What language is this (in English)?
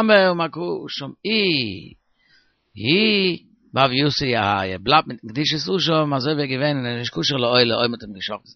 Yiddish